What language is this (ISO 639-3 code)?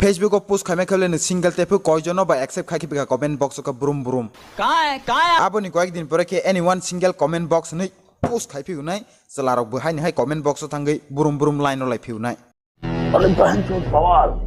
trp